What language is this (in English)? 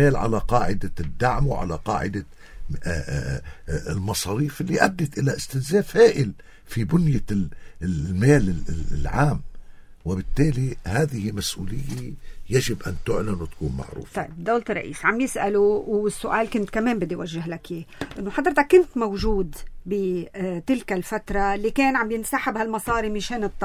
North Levantine Arabic